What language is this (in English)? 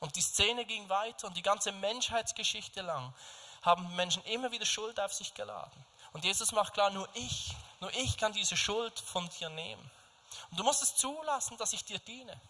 Swiss German